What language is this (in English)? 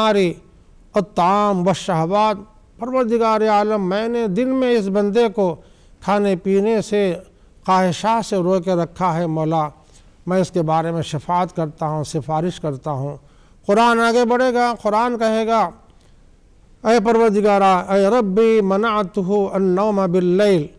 Urdu